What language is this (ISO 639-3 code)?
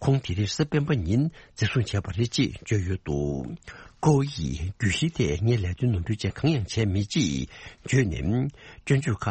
bod